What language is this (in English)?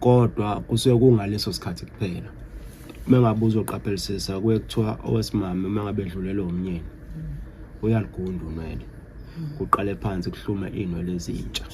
Zulu